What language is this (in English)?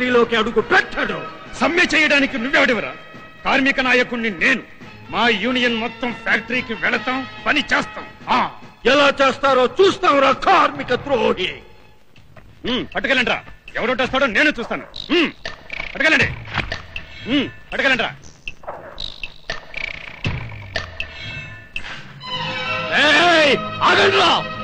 Telugu